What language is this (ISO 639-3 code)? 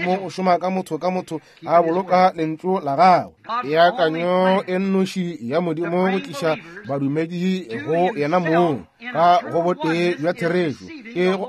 nso